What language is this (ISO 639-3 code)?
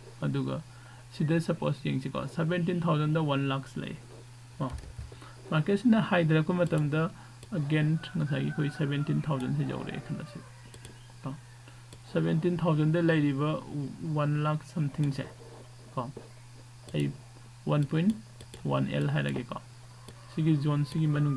mni